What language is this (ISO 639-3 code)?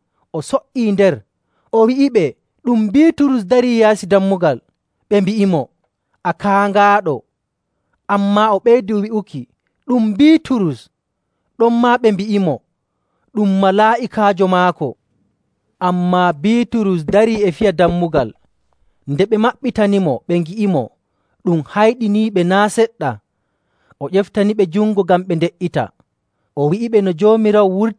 fuv